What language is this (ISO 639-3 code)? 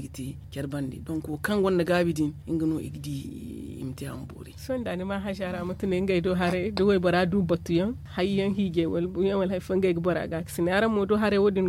dje